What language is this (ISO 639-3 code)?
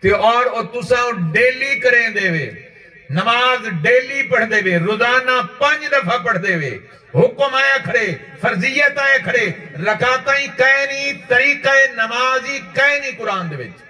skr